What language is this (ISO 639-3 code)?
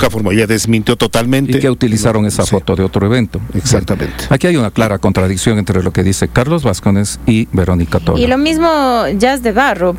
spa